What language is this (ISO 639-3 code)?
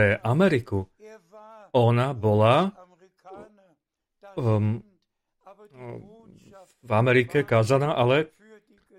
slk